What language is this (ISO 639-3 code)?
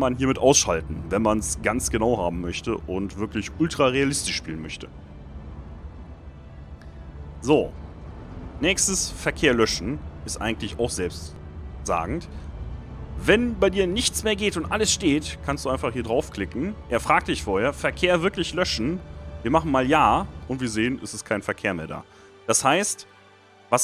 deu